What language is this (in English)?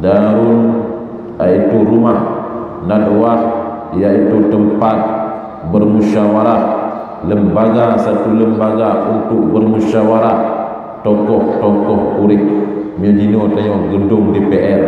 Achinese